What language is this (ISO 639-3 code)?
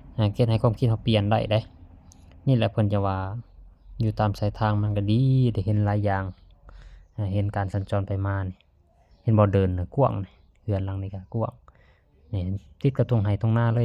lao